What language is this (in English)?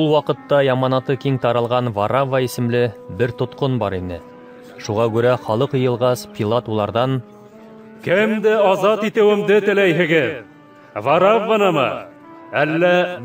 Bashkir